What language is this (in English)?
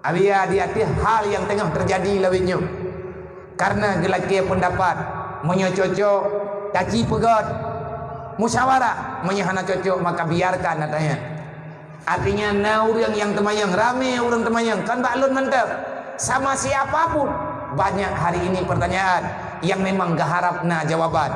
Achinese